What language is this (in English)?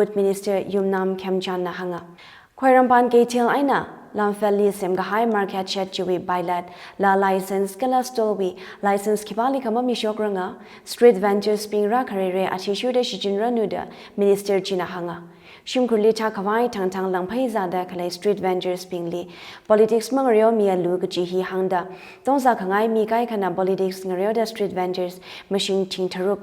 Tangkhul Naga (India)